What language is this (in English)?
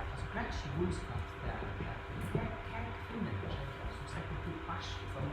Faroese